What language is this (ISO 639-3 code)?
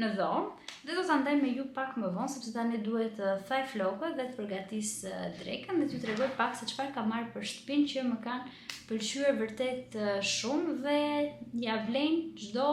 sqi